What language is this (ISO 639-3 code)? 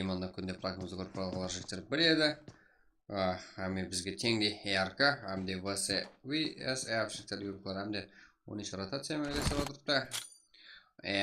kaa